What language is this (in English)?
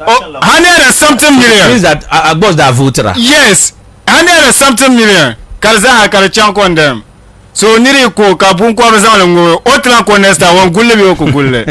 Dagbani